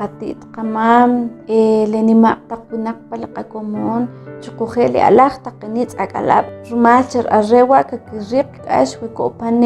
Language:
Kʼicheʼ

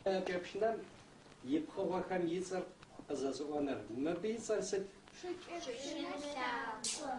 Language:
Adyghe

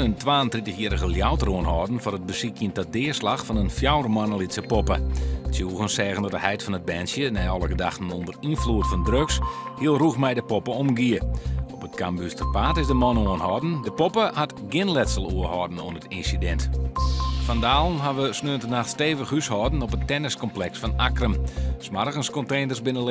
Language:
Western Frisian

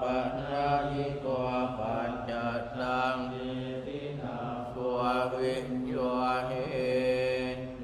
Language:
Pali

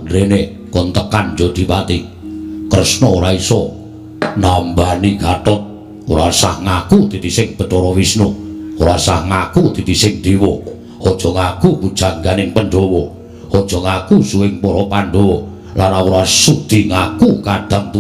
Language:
Javanese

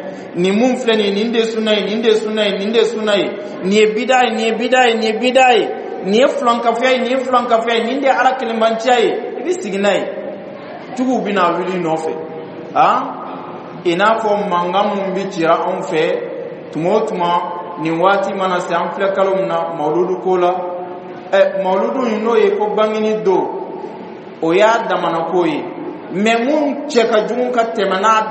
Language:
Bambara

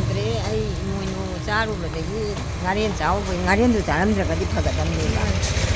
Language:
Manipuri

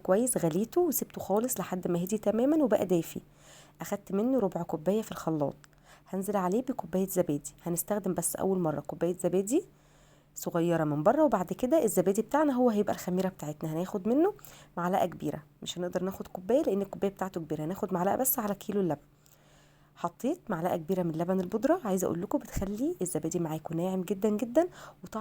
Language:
Egyptian Arabic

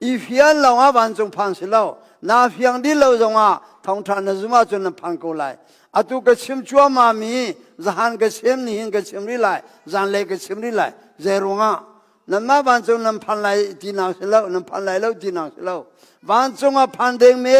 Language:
Hakha Chin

